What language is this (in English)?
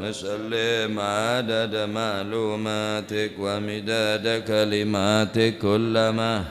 Madurese